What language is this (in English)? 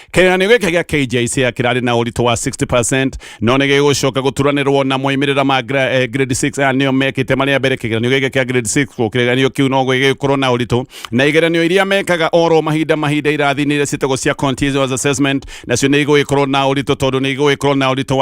Kikuyu